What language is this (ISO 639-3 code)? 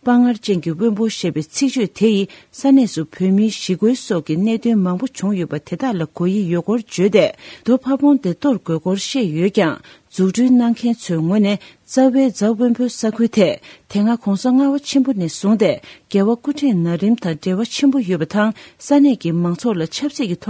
bod